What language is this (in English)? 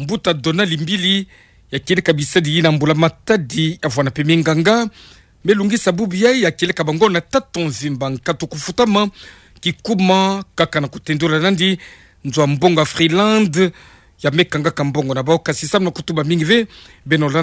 Kituba (Democratic Republic of Congo)